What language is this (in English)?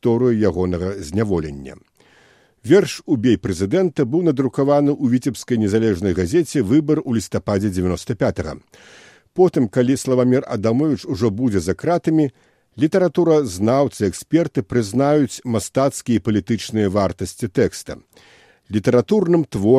Belarusian